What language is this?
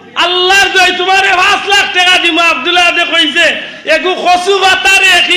Sylheti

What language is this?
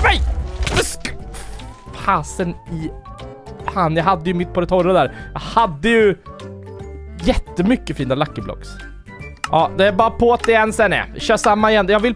Swedish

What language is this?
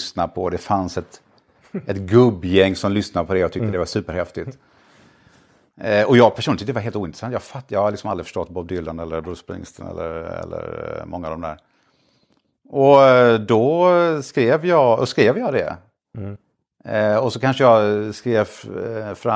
Swedish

